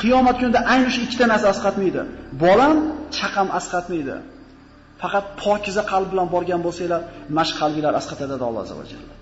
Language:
Uzbek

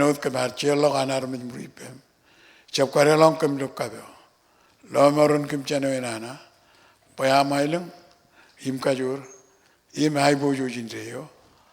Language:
Marshallese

